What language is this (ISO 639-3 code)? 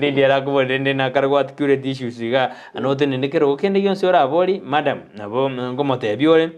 guz